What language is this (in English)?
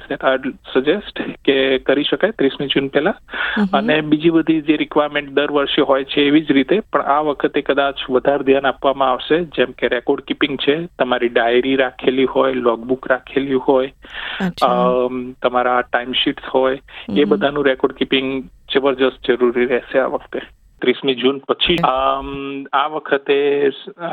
Gujarati